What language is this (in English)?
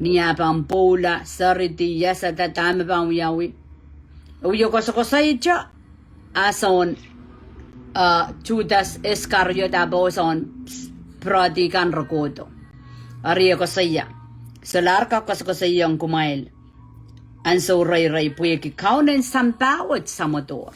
Pohnpeian